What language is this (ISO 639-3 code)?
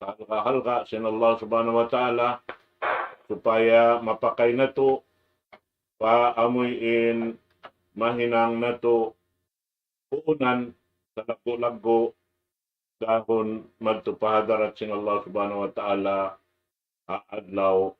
tsg